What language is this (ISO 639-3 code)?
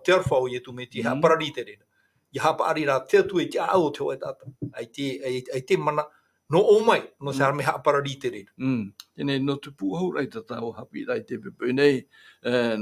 tah